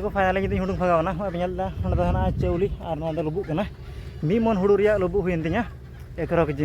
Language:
Santali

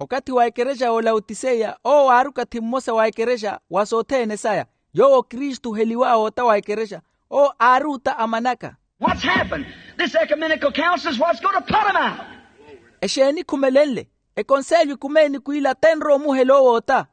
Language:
Makhuwa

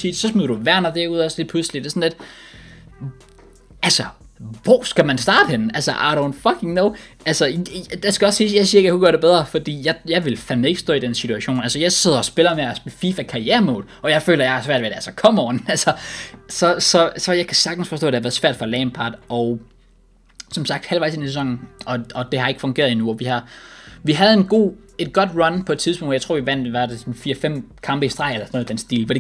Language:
Danish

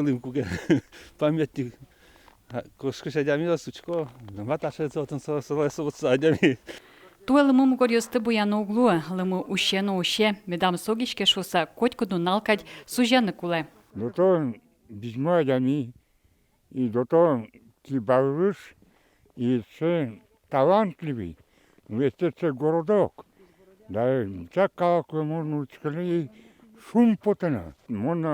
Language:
Udmurt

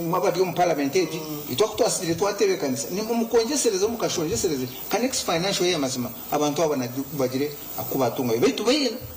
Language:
Nyankole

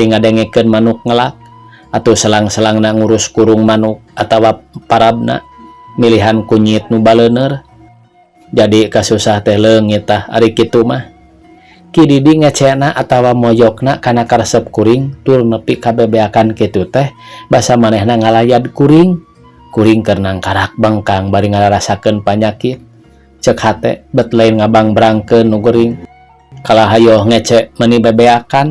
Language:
Sundanese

